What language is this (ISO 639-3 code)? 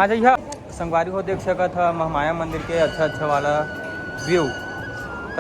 hne